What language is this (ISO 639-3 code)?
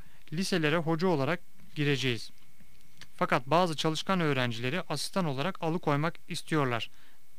tur